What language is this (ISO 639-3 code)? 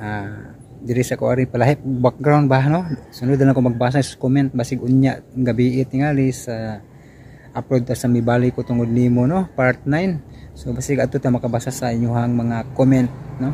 ceb